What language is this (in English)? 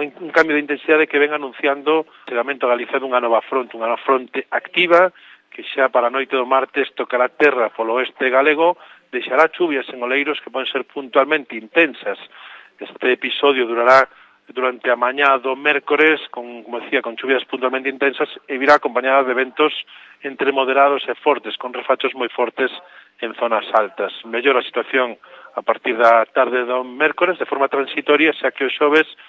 Galician